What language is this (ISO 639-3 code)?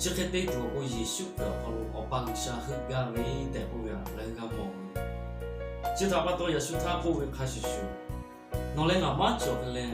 lhu